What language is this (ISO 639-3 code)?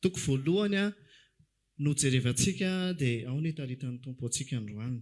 mlg